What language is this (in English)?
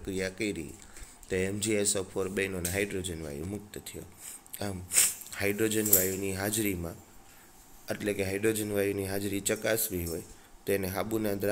Gujarati